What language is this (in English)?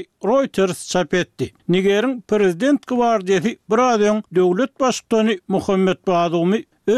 Turkmen